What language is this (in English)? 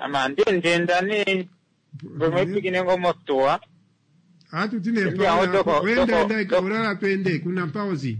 Kuanyama